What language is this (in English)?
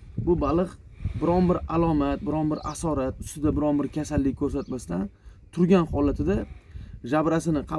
Uzbek